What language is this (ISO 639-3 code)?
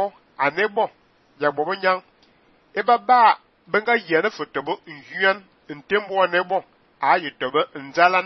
fan